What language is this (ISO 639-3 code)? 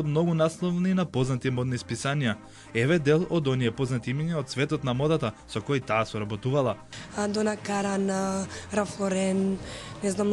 mkd